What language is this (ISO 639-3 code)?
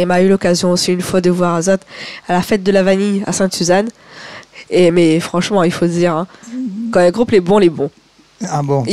rcf